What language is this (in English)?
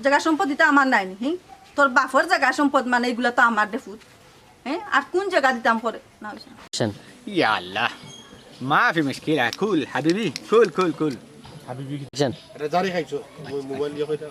Sylheti